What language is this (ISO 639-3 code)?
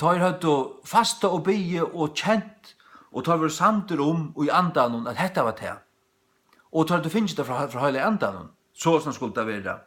fao